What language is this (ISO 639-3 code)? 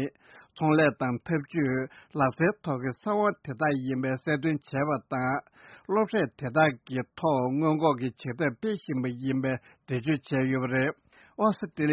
bod